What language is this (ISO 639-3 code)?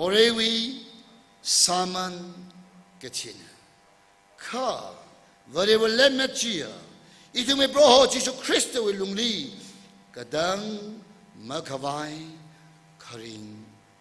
nmf